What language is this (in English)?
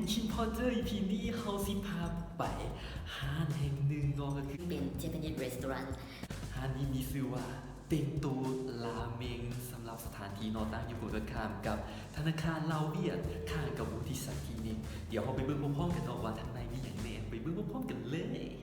Lao